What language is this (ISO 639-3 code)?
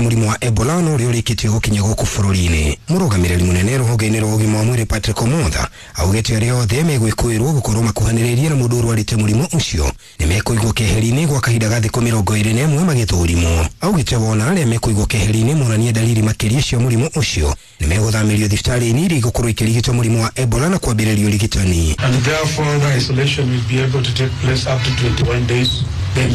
kik